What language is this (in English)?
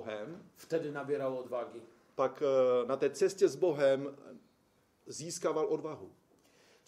Polish